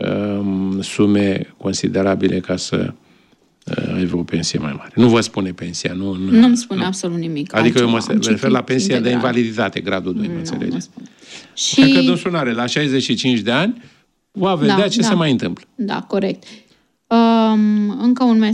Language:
Romanian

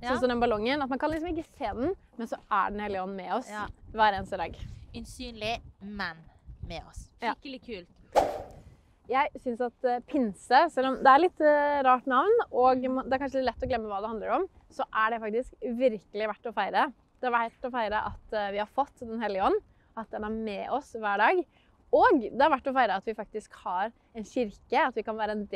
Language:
Norwegian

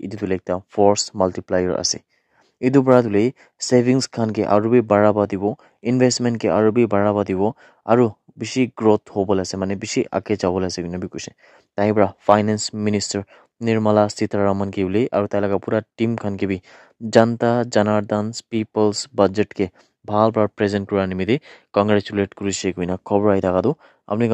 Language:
Naga Pidgin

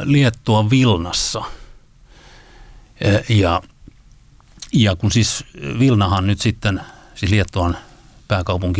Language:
Finnish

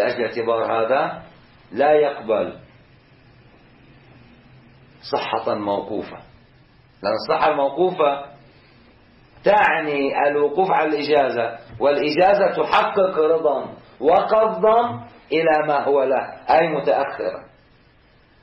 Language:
Arabic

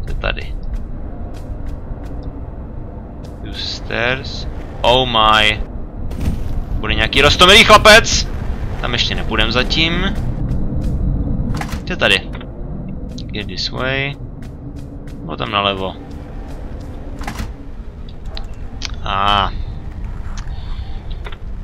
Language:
Czech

